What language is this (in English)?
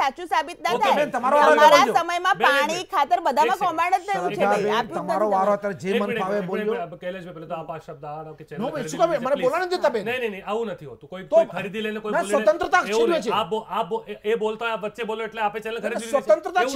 Gujarati